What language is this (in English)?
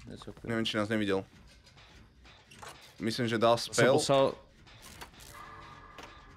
Czech